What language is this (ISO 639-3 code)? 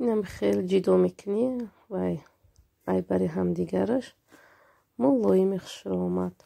tgk